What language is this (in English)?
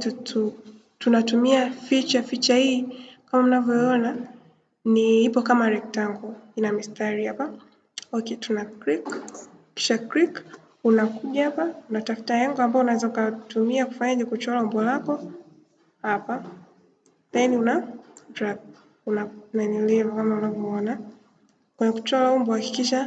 Swahili